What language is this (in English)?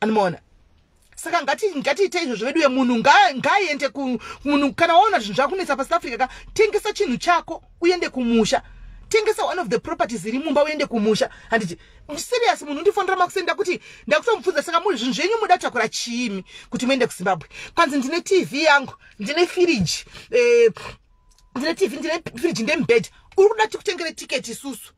Shona